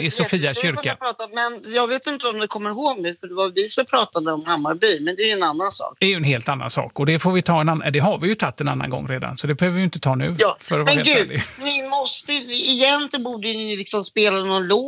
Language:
Swedish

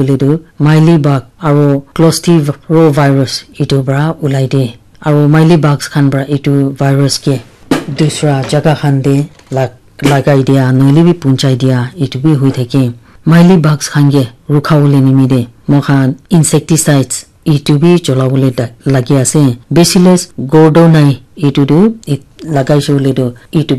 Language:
Naga Pidgin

